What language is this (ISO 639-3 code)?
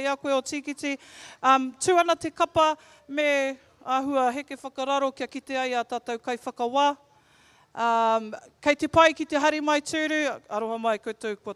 mri